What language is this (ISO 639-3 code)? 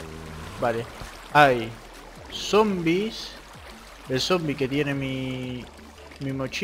spa